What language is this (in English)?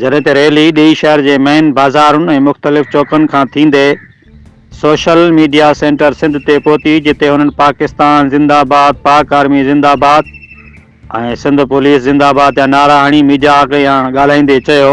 Sindhi